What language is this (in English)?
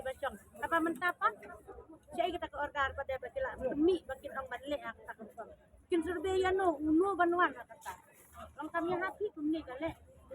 Khasi